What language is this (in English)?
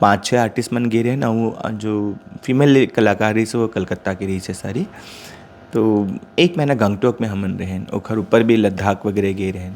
Chhattisgarhi